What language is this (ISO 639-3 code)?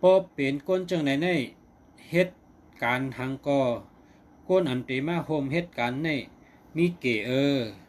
shn